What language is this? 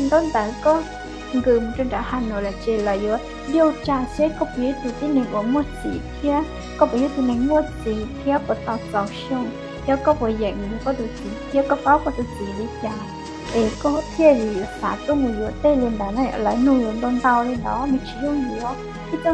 Hmong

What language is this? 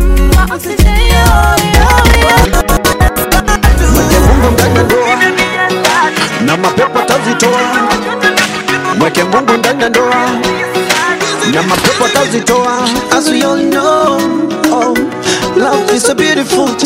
Swahili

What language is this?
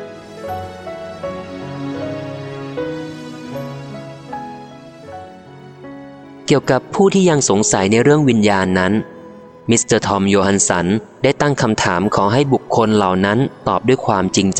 Thai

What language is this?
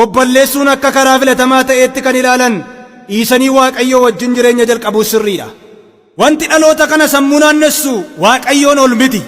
Oromo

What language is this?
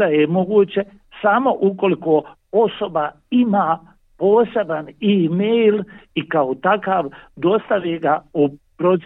Bosnian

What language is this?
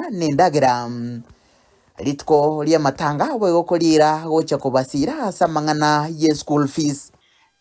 Gusii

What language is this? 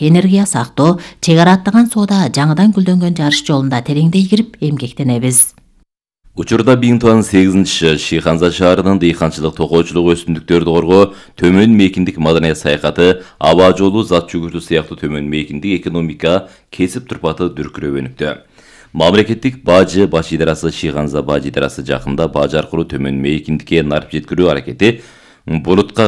Kyrgyz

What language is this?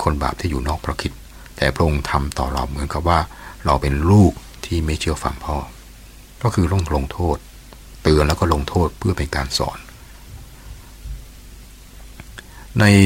Thai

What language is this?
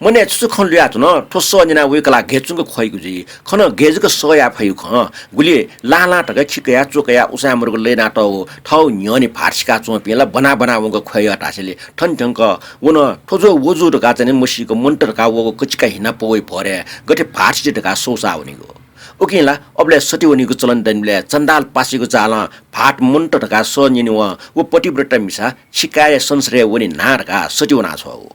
Newari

